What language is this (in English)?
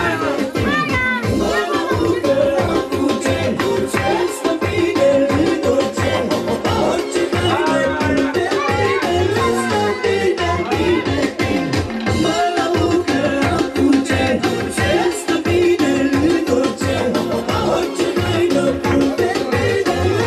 Romanian